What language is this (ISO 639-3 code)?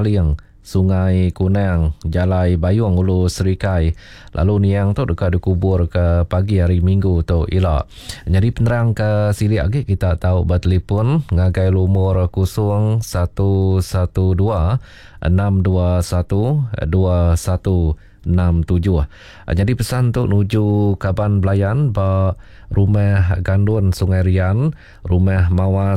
iba